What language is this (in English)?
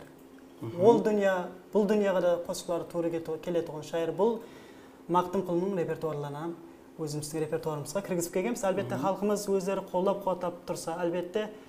Kara-Kalpak